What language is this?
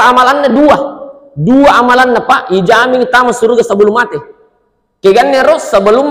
Buginese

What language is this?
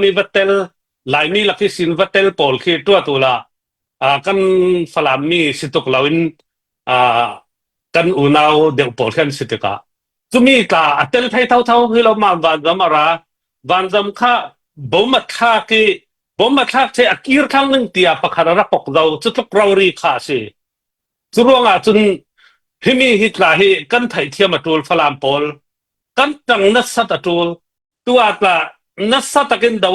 Falam Chin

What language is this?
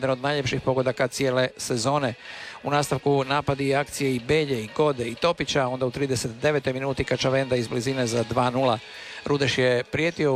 Croatian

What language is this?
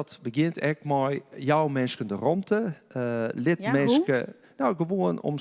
Western Frisian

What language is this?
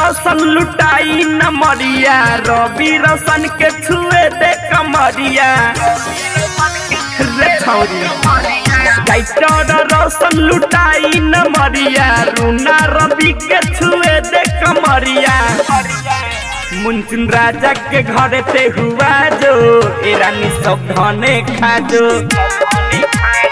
Bhojpuri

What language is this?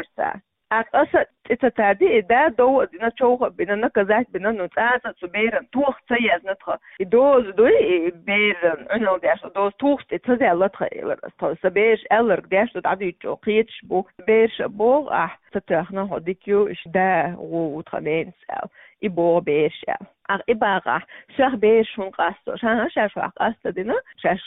Chechen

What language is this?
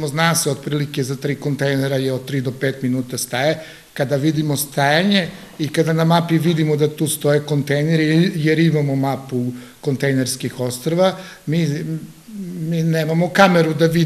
Serbian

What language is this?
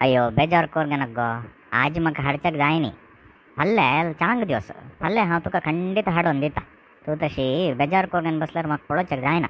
Konkani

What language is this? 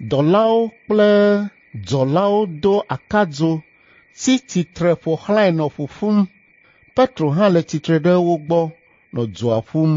Ewe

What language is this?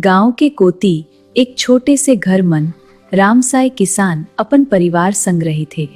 Chhattisgarhi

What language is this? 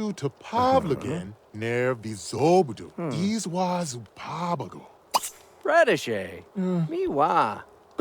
Bavarian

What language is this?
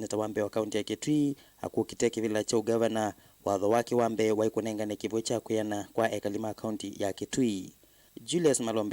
Kamba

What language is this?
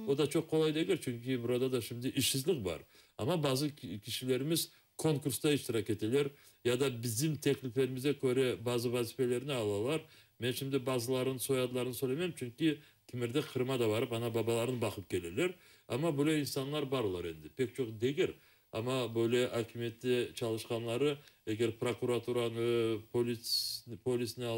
Crimean Tatar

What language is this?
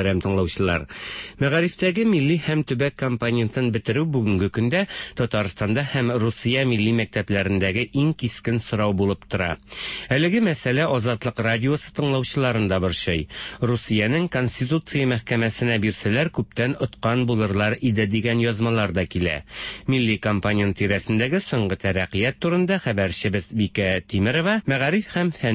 Tatar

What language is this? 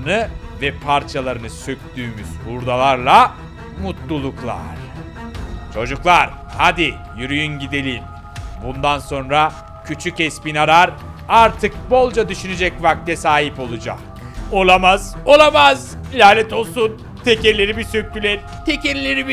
Turkish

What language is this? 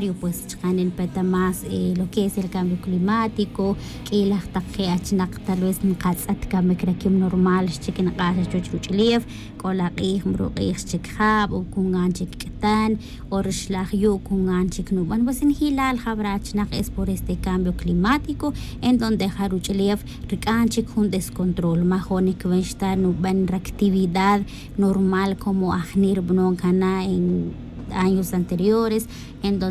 Tz'utujil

